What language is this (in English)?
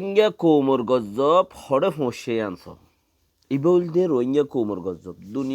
Rohingya